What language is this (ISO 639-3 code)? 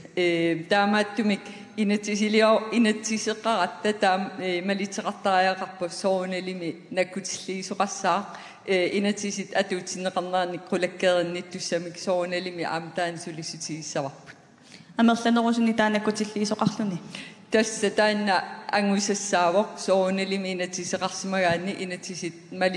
kal